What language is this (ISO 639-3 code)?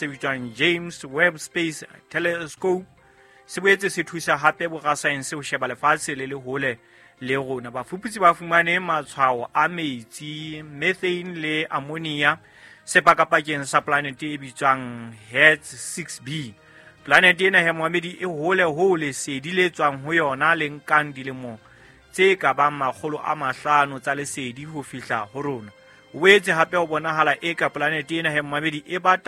sot